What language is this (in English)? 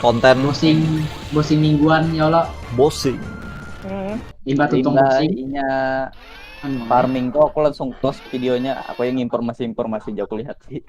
Banjar